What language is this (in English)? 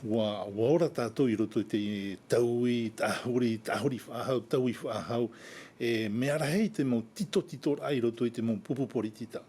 Tahitian